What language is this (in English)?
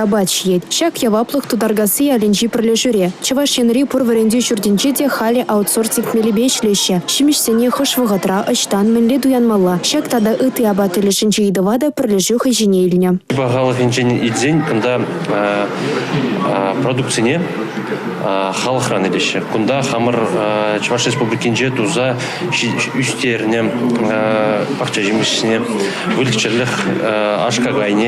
Chuvash